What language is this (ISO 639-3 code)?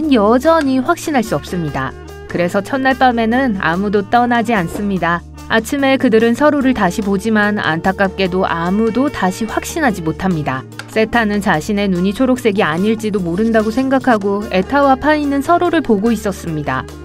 kor